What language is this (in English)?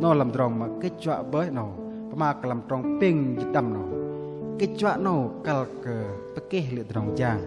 Bahnar